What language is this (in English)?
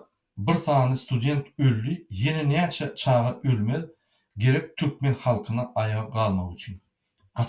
Turkmen